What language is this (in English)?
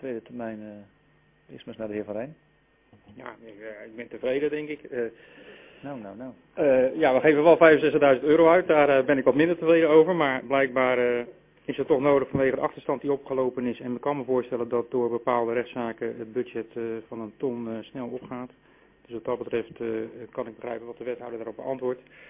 Dutch